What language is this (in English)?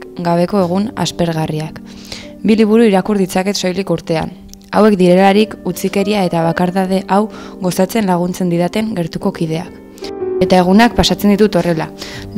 Basque